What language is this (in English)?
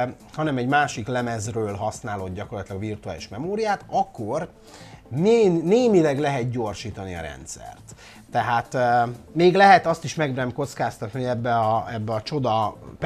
Hungarian